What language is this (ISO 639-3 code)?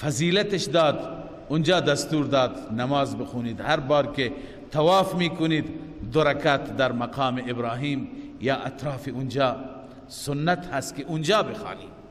fas